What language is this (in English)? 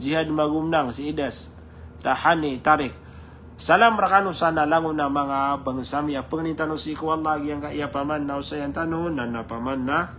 Maranao